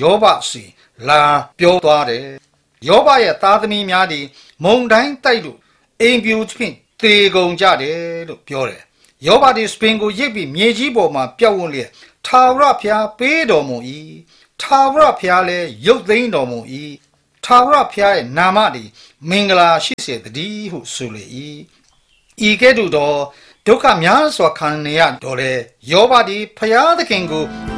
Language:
Burmese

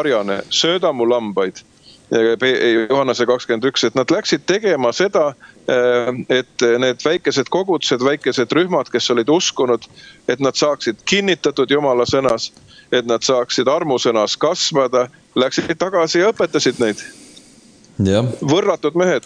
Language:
Estonian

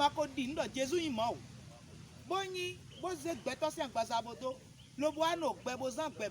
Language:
Fon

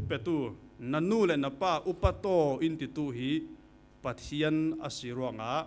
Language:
Falam Chin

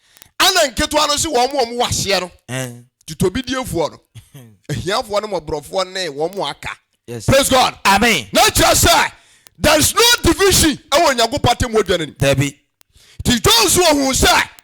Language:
Akan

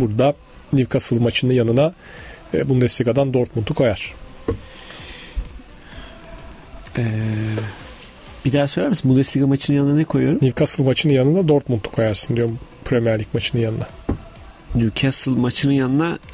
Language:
Turkish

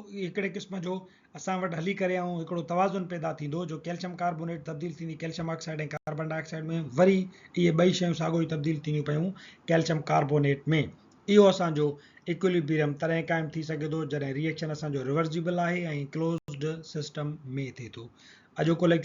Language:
Sindhi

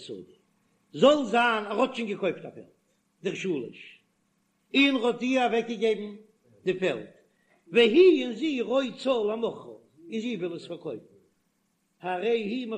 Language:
Yiddish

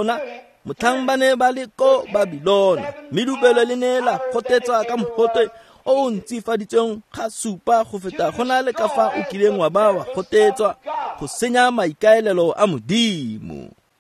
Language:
Tswana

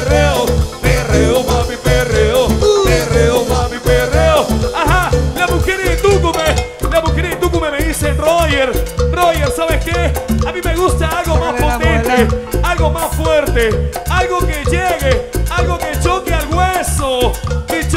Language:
Spanish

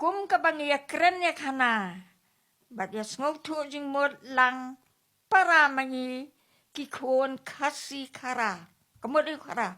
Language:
Khasi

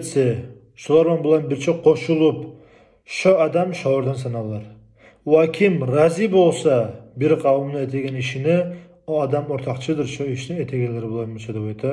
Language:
Kumyk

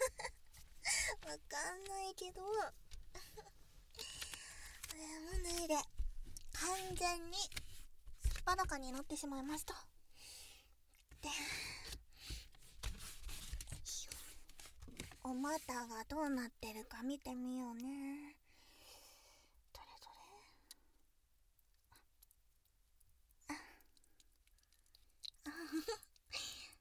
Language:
Japanese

